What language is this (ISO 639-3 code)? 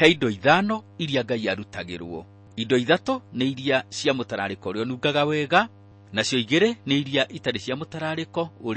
kik